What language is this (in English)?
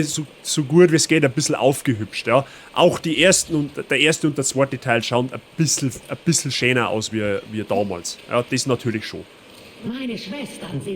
Bavarian